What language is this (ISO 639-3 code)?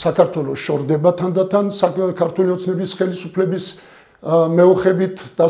kat